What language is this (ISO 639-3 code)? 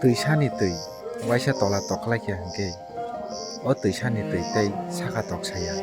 trp